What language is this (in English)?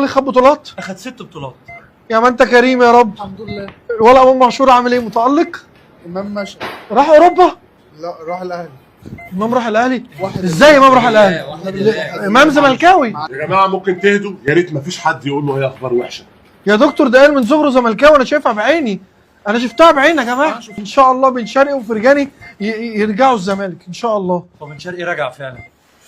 Egyptian Arabic